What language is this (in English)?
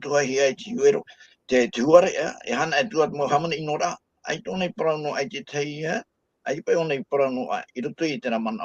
Tahitian